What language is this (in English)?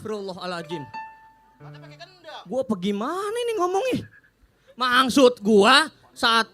Betawi